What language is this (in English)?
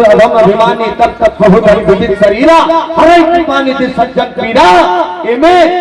Chhattisgarhi